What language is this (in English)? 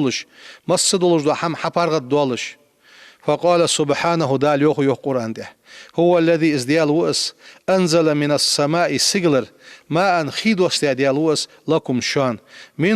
Ingush